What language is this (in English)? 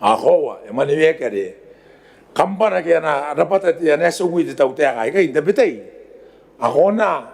Gilbertese